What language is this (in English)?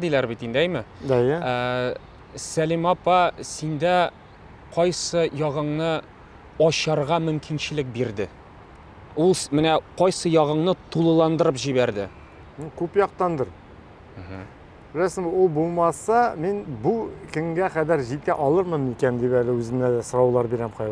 Tatar